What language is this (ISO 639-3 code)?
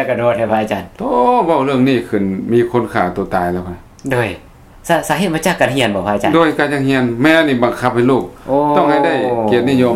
lao